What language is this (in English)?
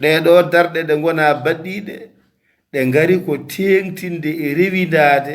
Fula